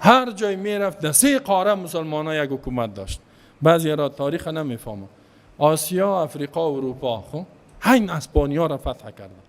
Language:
Persian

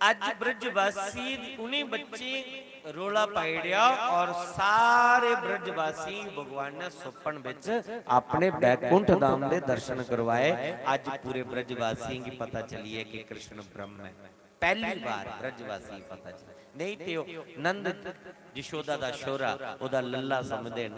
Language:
Dogri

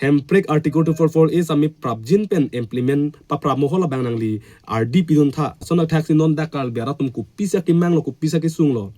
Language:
Karbi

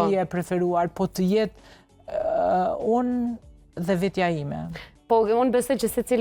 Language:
Albanian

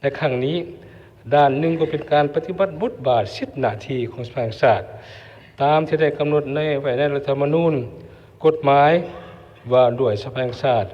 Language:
Lao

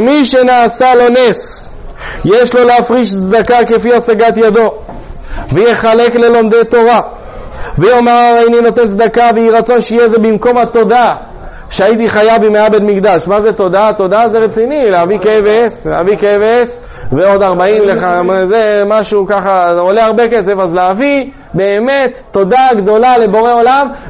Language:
Hebrew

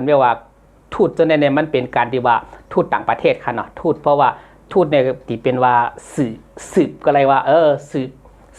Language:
Shan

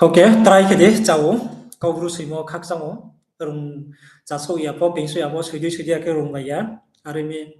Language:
Riang (India)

